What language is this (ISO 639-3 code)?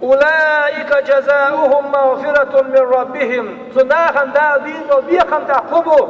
che